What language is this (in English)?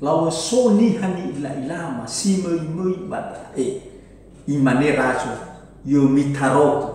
Nias